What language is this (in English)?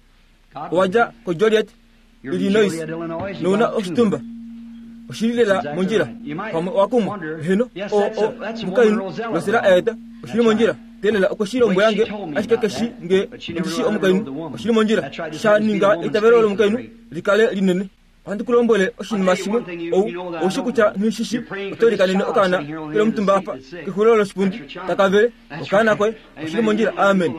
Kuanyama